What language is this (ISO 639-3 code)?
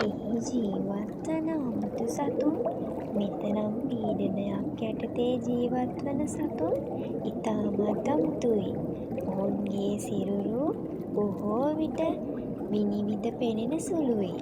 sin